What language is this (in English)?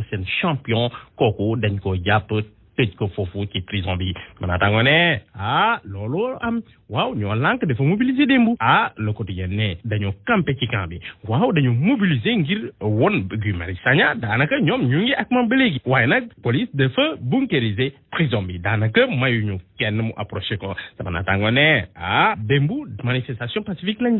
Wolof